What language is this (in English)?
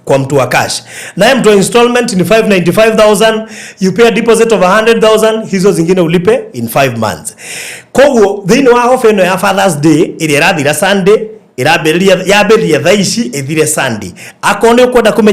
Kikuyu